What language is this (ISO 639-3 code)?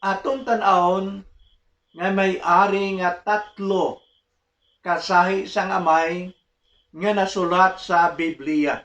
hil